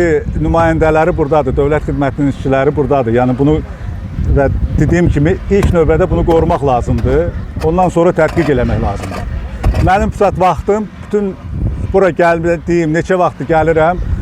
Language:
Azerbaijani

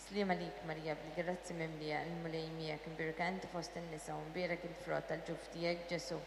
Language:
Maltese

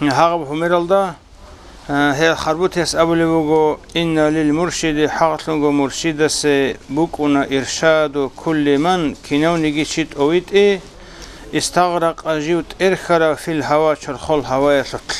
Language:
Avaric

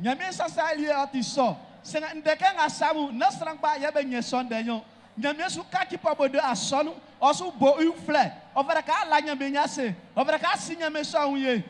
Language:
Baoulé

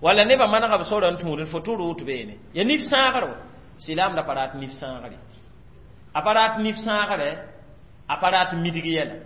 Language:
Mossi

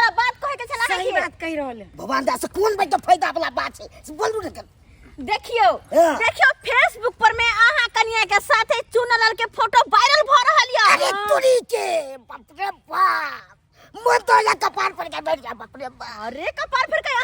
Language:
Maithili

